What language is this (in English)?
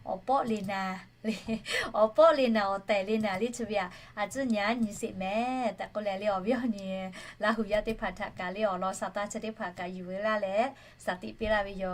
Lahu